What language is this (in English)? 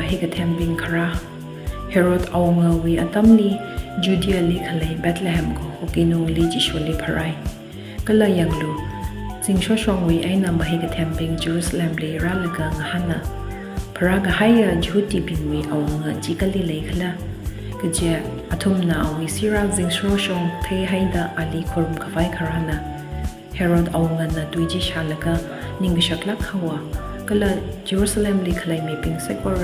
Tangkhul Naga (India)